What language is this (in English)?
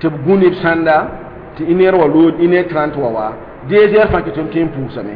Mossi